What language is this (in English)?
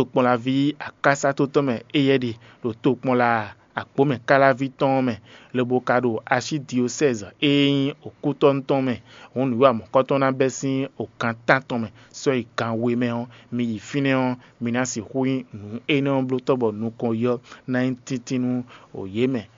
Fon